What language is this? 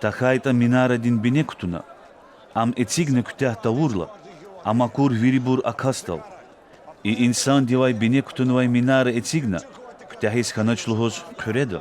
Lezghian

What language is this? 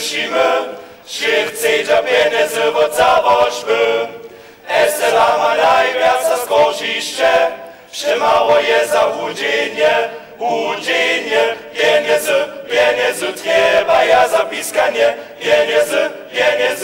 Upper Sorbian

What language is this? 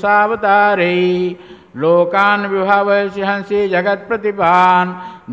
Odia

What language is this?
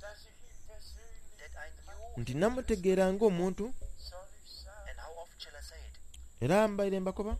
Soga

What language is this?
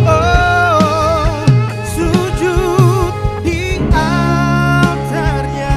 Ambonese Malay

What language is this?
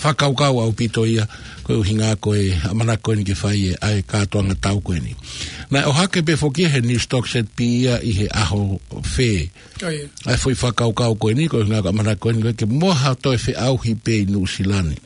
Tongan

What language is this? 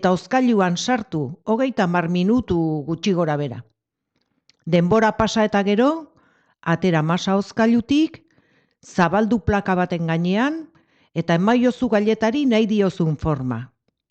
Basque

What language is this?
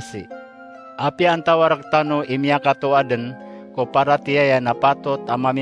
Maranao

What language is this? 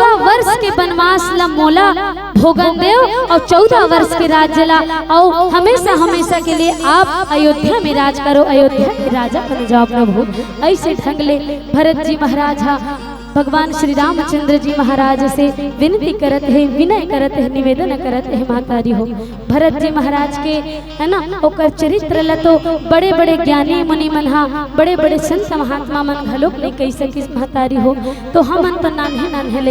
Chhattisgarhi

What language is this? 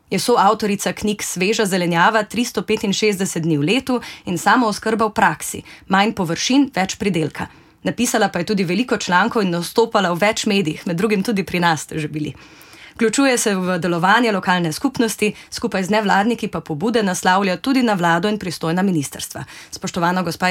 Slovenian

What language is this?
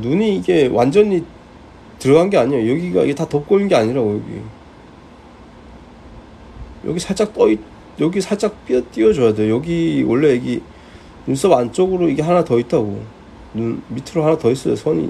Korean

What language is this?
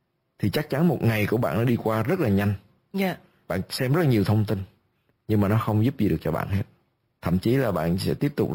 Vietnamese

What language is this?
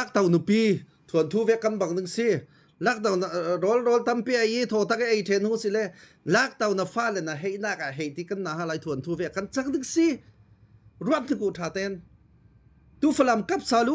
Falam Chin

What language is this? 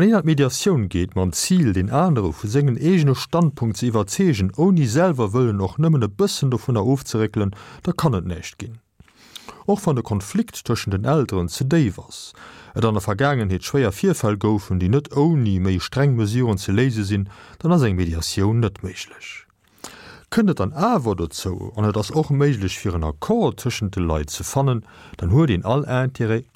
Luxembourgish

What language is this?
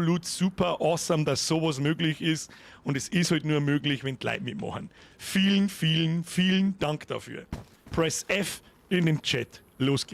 Bavarian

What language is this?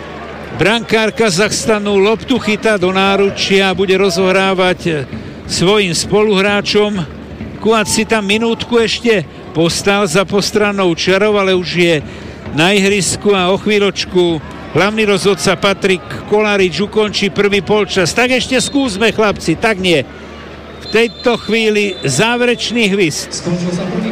Slovak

